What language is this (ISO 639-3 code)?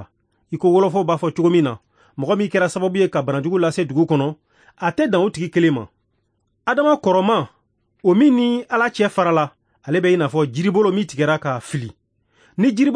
bam